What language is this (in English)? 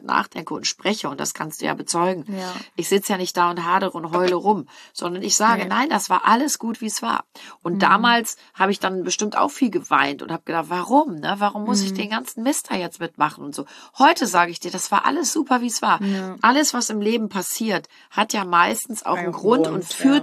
German